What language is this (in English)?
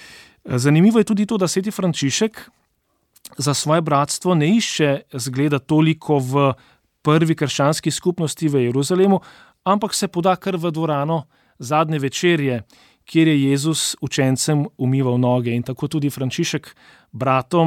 Slovenian